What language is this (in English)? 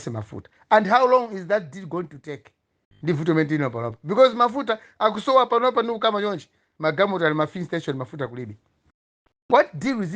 Nyanja